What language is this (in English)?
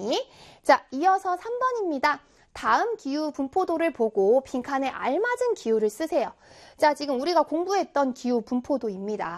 Korean